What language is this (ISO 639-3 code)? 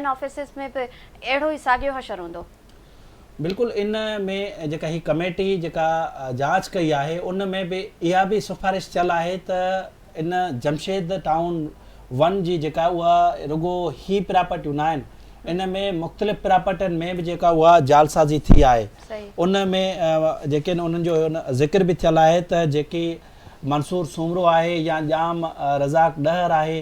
snd